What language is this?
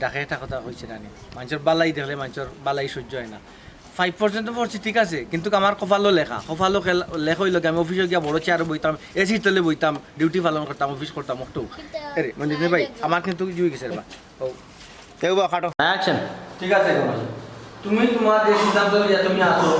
Sylheti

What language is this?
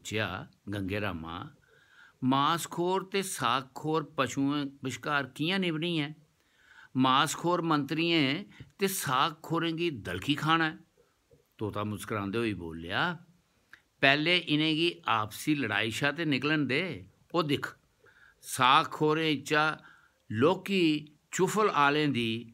Dogri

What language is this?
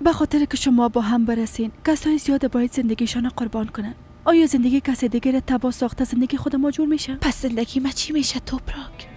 Persian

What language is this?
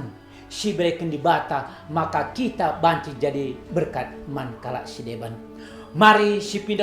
Batak Karo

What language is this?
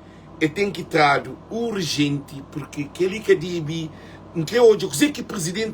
Kabuverdianu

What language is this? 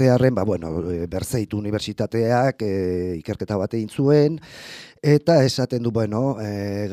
Basque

